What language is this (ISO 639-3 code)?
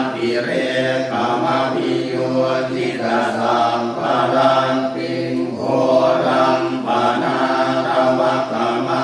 pli